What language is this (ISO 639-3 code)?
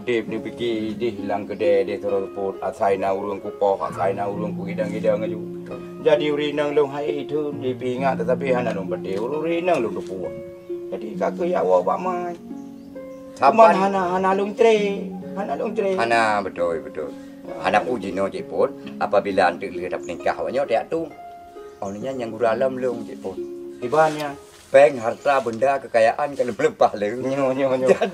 ace